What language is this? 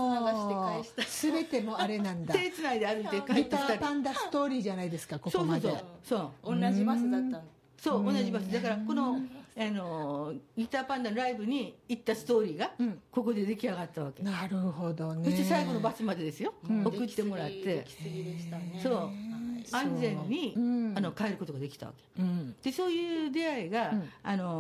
Japanese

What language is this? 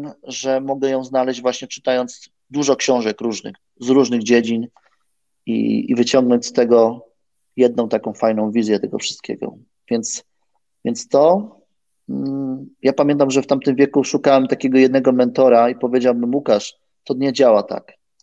Polish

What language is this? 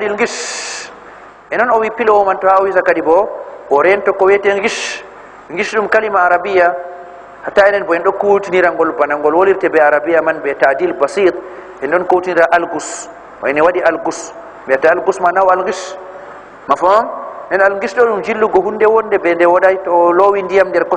Fula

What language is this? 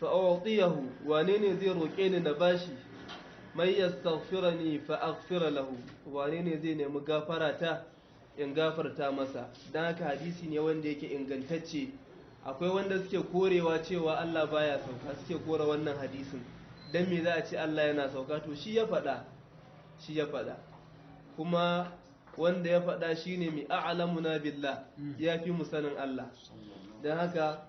Hausa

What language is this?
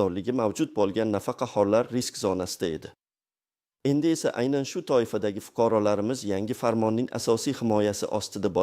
Uzbek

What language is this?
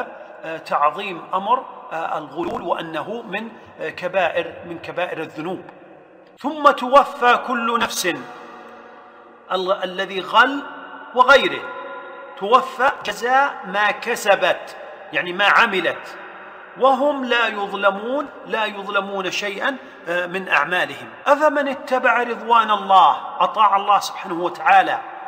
Arabic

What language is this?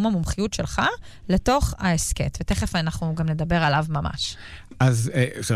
Hebrew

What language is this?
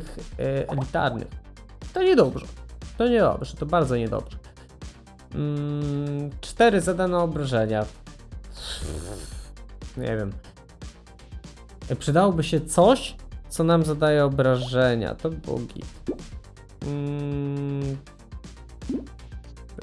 Polish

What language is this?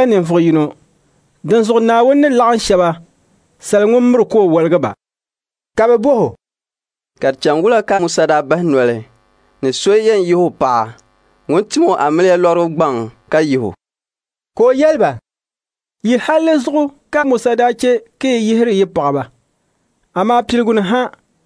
Dagbani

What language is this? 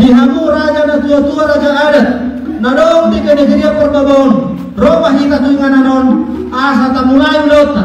Batak Toba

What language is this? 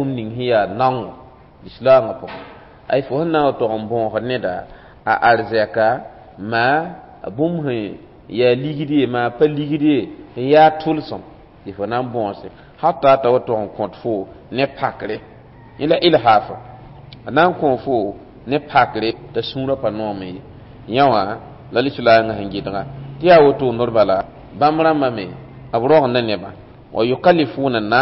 Mossi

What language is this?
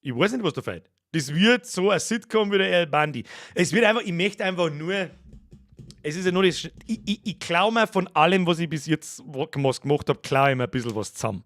Bavarian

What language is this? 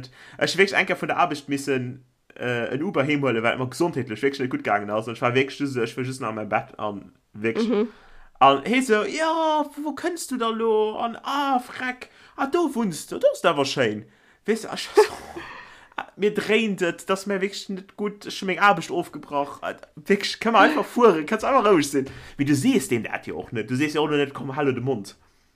Luxembourgish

